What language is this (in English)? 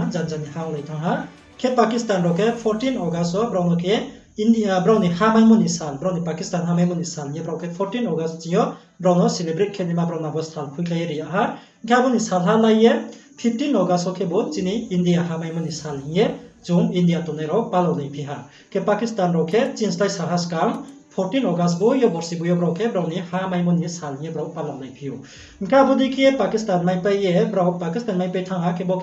Riang (India)